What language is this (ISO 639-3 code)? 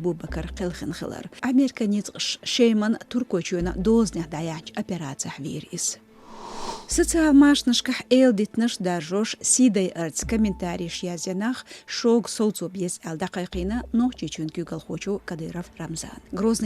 che